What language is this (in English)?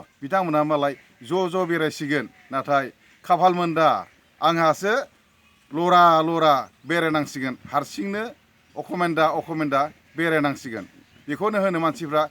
Bodo